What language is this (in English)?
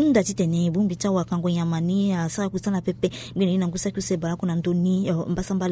Sango